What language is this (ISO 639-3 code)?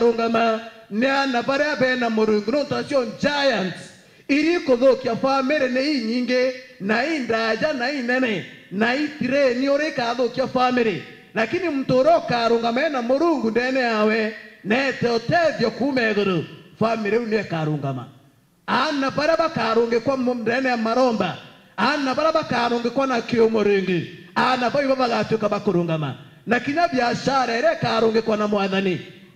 mer